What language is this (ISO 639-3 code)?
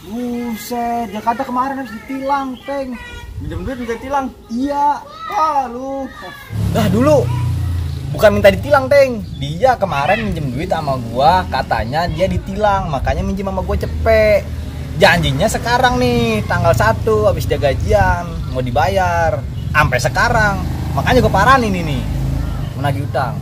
bew